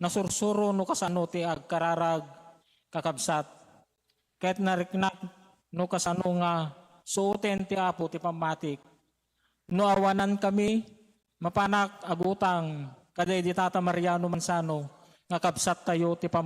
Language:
Iloko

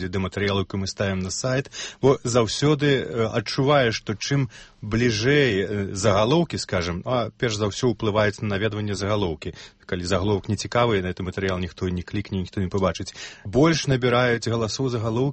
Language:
Belarusian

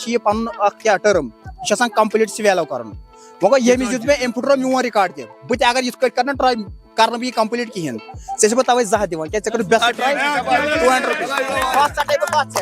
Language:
Kashmiri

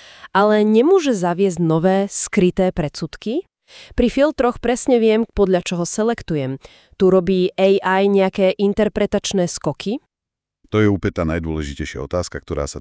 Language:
Slovak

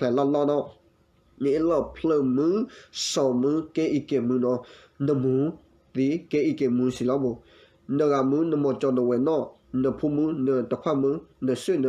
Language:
S'gaw Karen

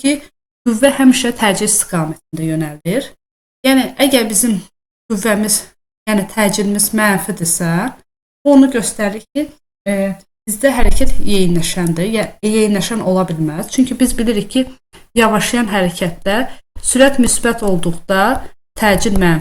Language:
Azerbaijani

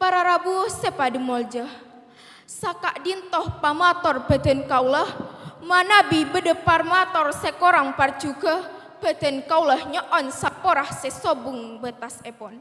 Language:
Madurese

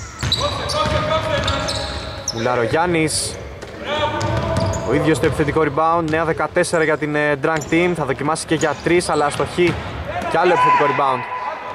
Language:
Greek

